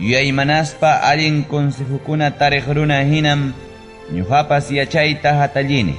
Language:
Ayacucho Quechua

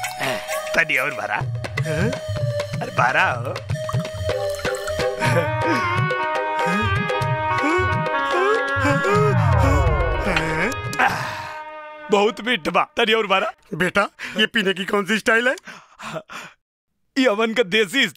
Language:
Bhojpuri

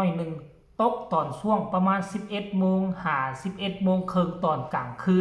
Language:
Northeastern Thai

